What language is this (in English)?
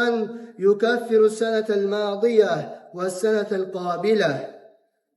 Kumyk